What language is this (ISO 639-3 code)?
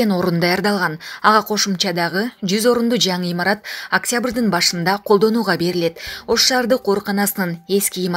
kir